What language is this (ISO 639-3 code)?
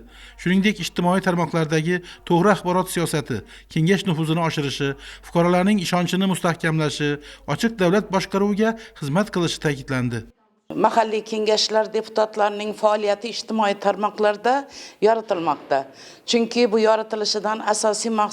uzb